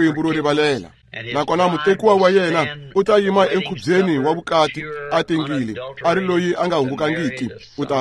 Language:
Tsonga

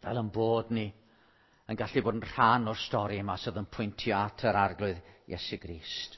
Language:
Welsh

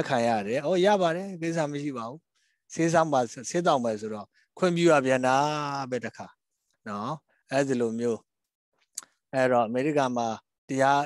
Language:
Burmese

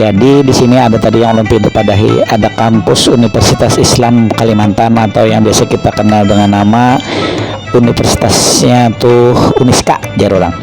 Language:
Banjar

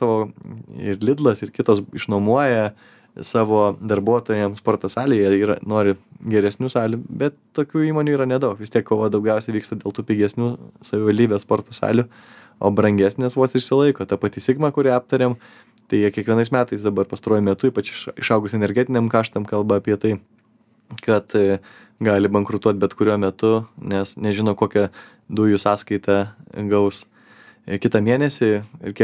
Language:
Lithuanian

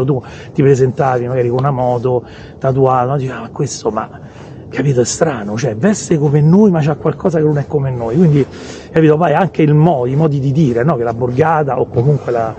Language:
Italian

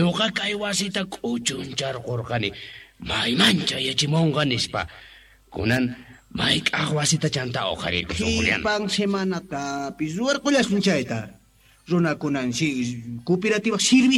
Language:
Quechua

